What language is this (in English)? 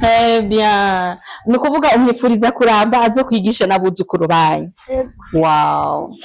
Rundi